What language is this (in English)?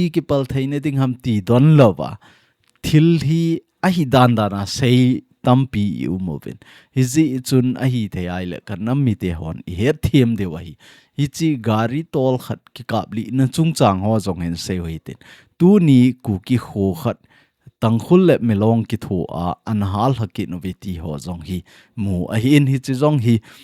Thado Chin